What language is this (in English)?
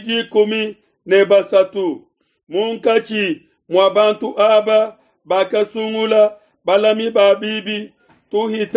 Luba-Lulua